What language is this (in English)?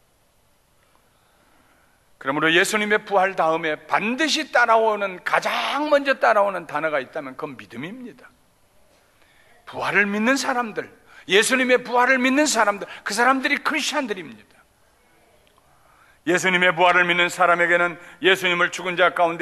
Korean